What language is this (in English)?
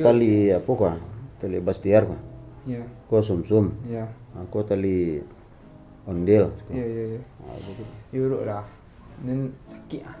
Minangkabau